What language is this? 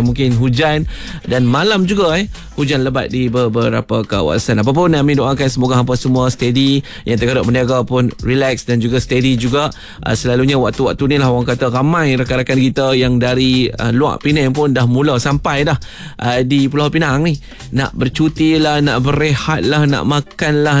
Malay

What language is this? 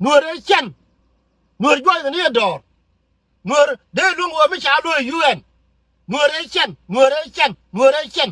Nuer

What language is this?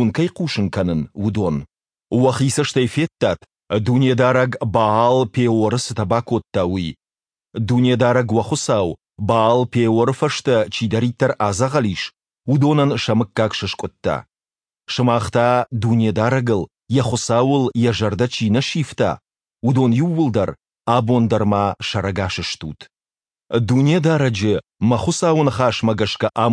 Ossetic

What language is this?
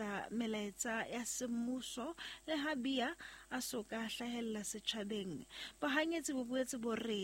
Southern Sotho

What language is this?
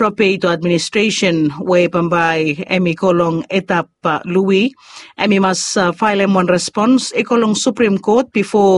Bislama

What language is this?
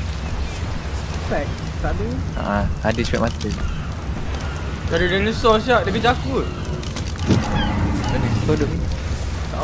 Malay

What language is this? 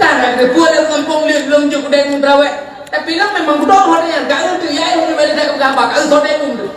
Achinese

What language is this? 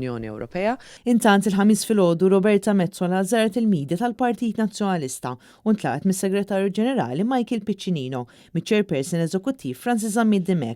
Maltese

